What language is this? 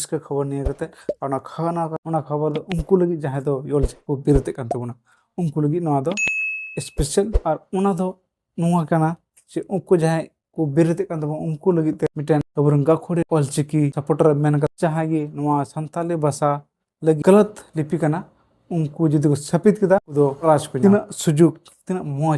Santali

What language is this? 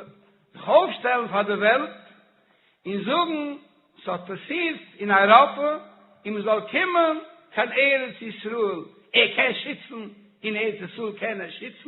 Yiddish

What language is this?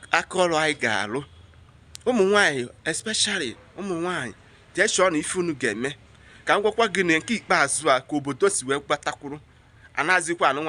Igbo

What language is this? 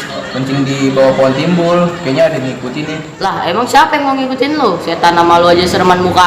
Betawi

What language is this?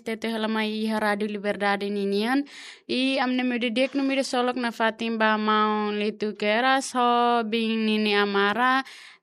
Tetum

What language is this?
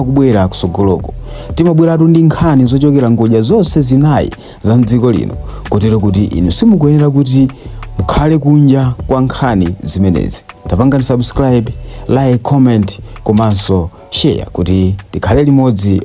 Nyanja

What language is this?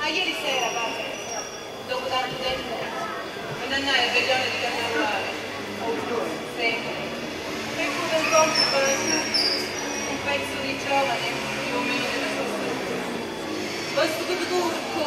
Sicilian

